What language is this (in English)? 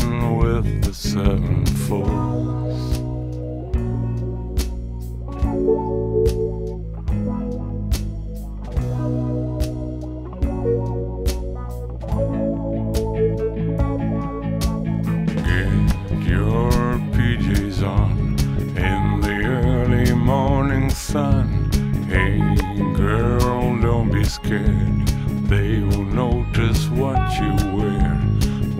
English